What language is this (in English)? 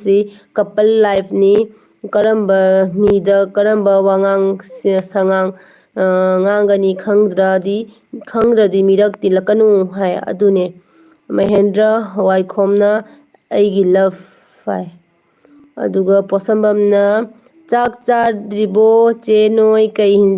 Manipuri